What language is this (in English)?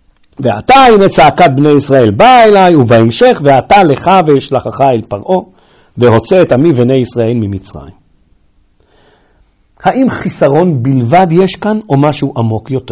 Hebrew